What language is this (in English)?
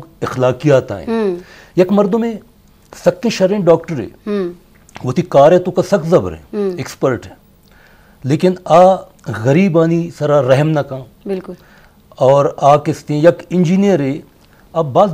Baluchi